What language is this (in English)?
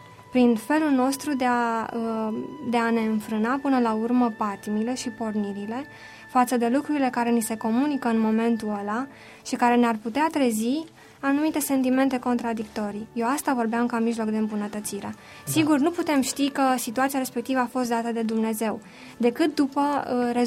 Romanian